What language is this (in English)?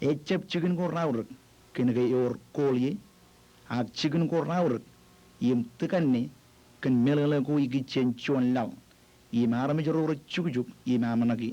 Marshallese